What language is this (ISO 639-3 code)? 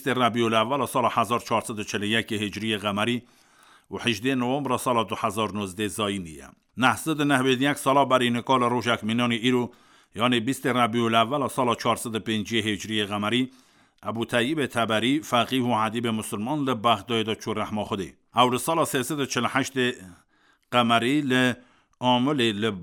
kur